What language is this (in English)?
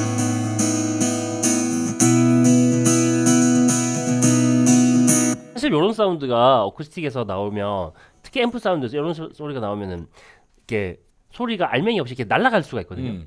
Korean